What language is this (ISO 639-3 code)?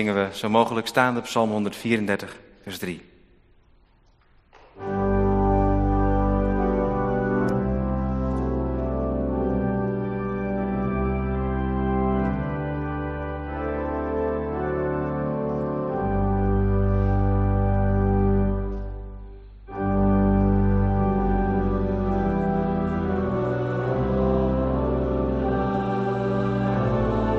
nld